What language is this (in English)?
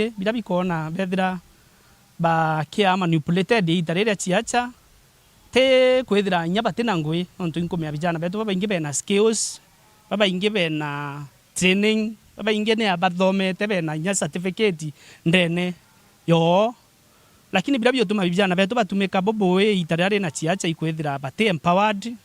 Meru